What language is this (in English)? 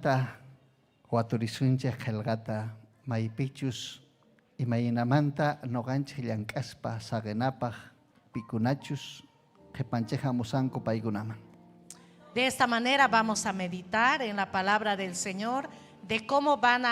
Ayacucho Quechua